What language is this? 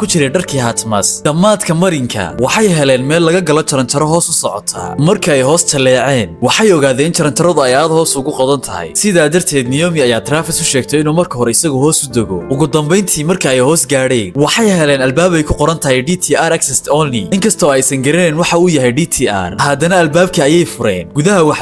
Somali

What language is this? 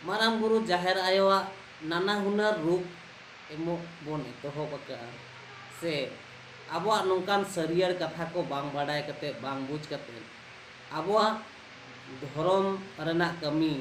Santali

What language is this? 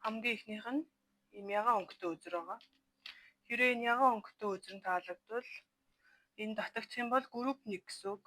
Mongolian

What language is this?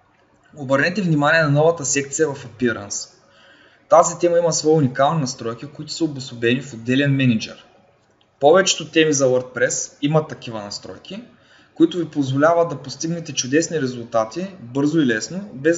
Bulgarian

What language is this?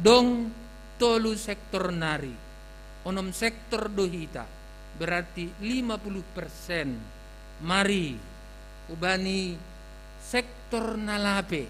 Batak Simalungun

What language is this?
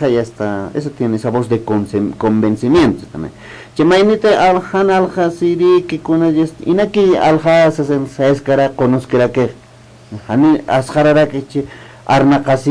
Aymara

